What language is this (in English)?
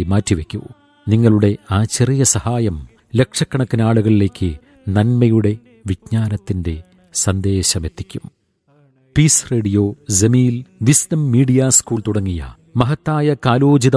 Malayalam